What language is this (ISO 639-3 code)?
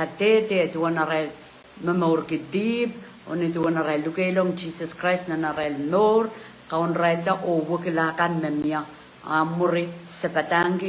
pon